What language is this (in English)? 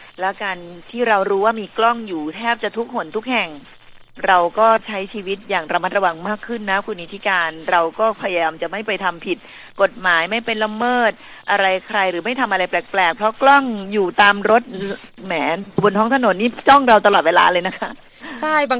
Thai